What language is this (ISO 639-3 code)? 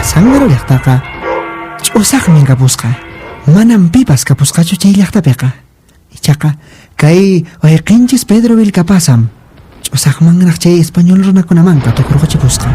que